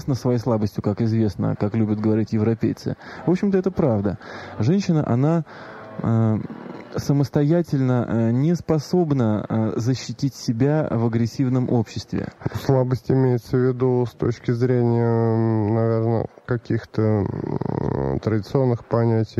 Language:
Russian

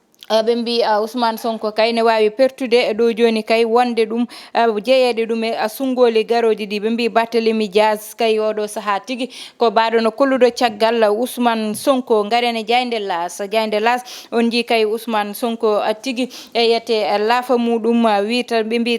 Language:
Fula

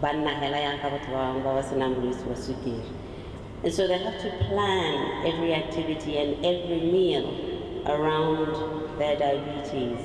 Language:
Tswana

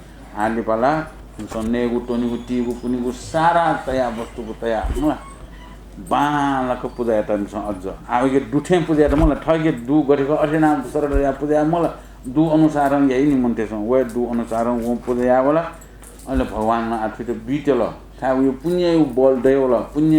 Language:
Newari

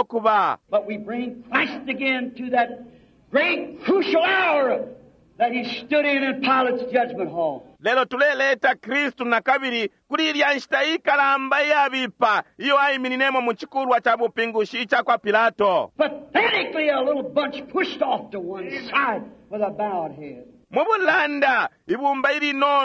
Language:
Bemba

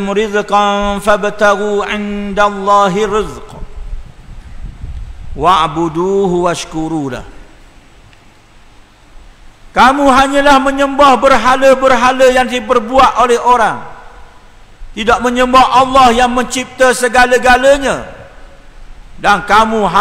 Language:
Malay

